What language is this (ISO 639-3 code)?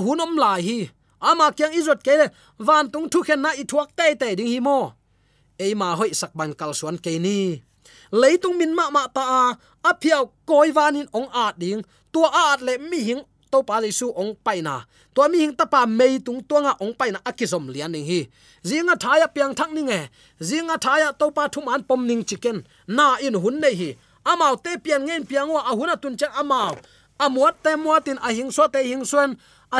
ctd